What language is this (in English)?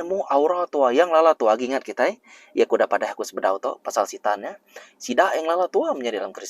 Iban